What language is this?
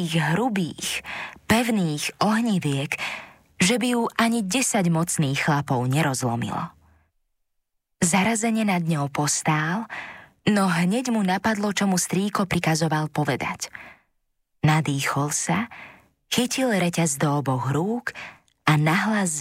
Slovak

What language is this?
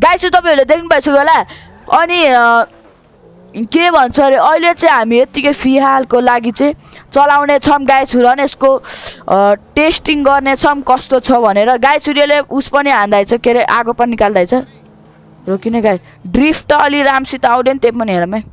Nepali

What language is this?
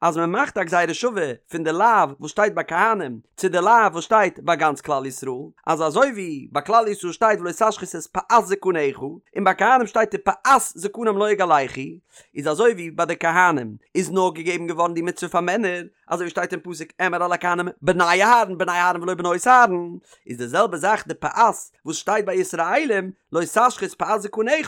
Yiddish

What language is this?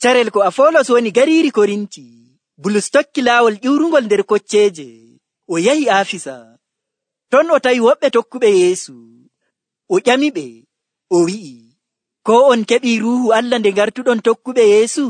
Nigerian Fulfulde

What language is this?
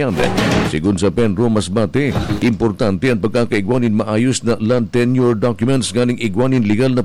Bikol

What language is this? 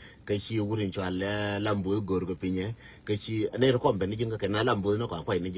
Nuer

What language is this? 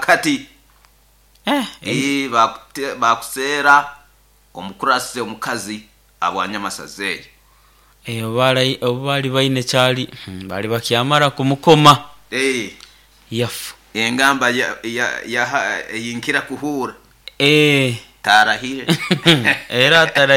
Nyoro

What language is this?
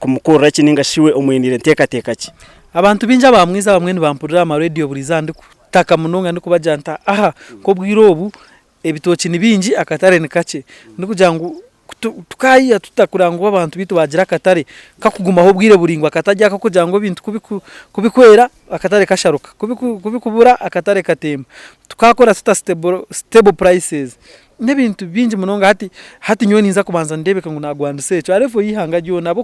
Nyankole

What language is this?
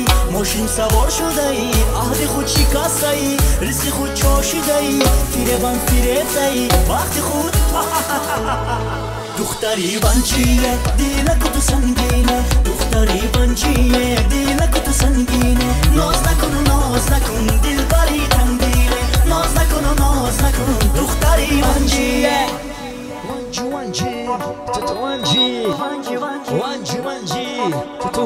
Persian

